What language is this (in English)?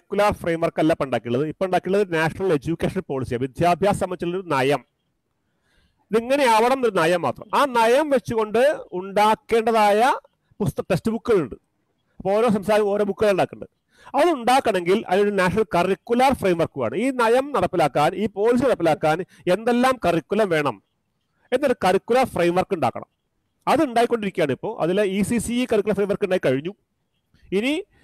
Malayalam